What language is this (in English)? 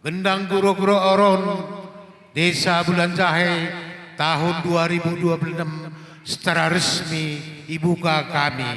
Batak Karo